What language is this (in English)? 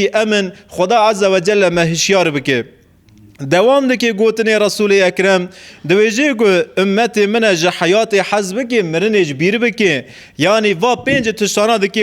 Kurdish